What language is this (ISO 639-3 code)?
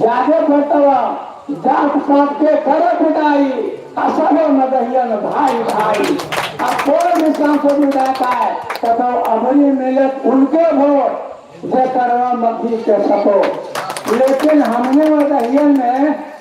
mag